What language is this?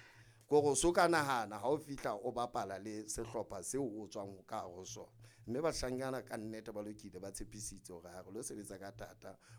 Southern Sotho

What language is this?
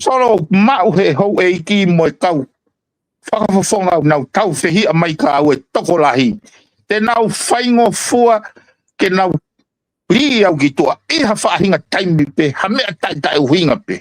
Tongan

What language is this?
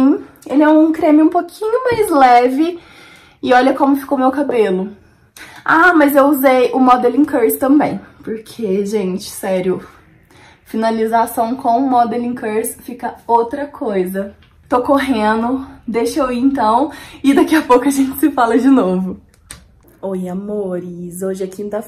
Portuguese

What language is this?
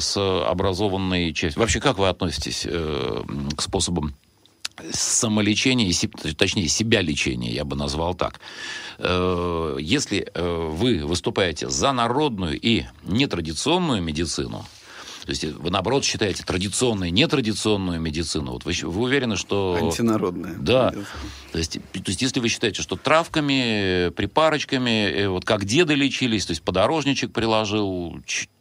Russian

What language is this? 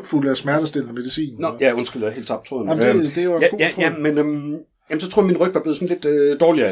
Danish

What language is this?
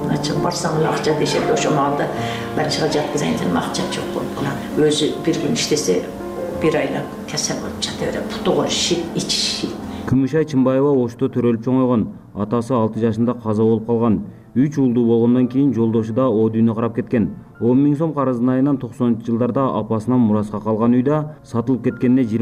Kyrgyz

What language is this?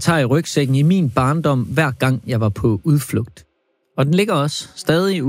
Danish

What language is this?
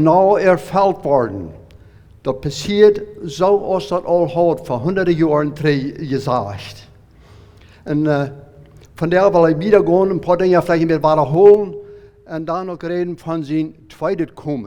Plautdietsch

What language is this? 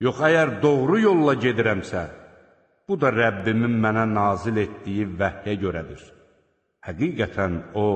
Azerbaijani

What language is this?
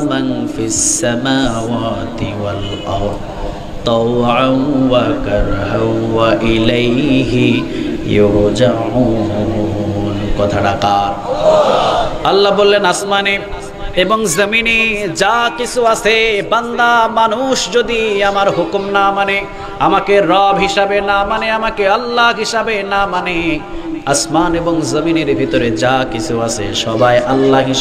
Bangla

